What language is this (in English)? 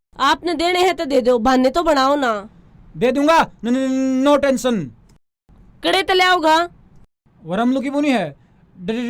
Haryanvi